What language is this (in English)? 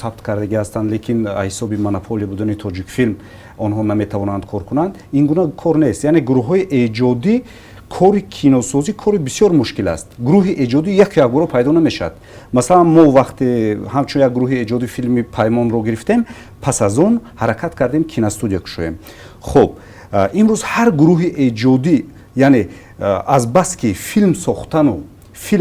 Tajik